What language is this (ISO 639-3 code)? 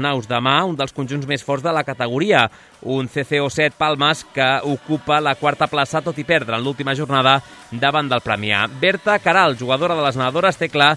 cat